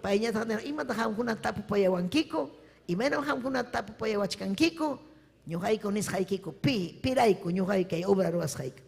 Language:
Ayacucho Quechua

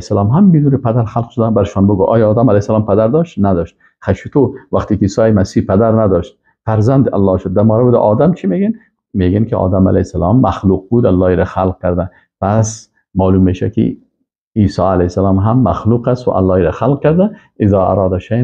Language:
Persian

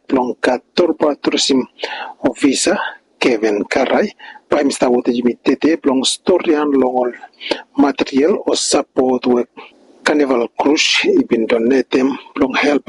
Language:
Bislama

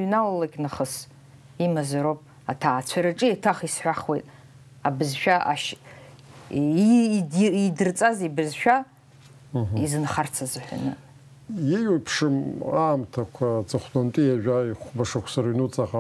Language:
Abkhazian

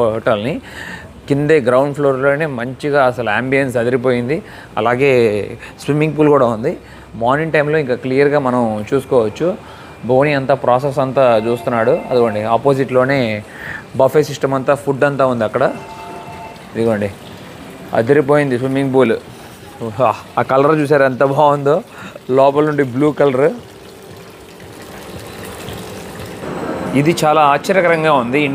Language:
Telugu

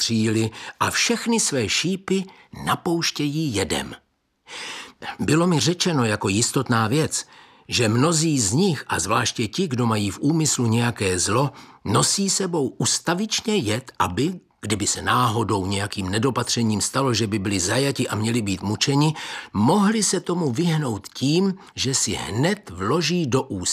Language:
Czech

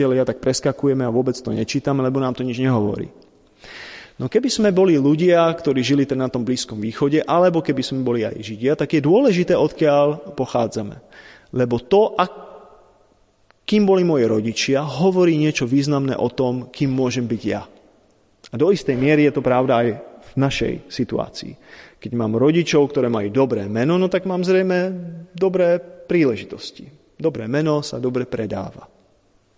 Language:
Slovak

